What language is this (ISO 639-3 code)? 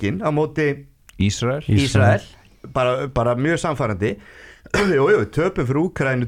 isl